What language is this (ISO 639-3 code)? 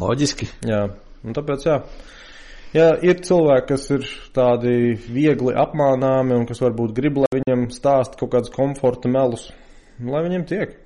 lav